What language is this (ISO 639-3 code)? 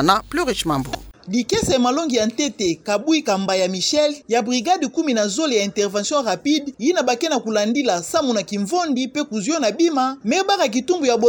ktu